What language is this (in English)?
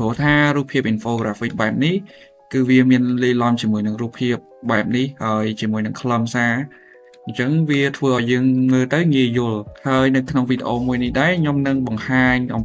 Khmer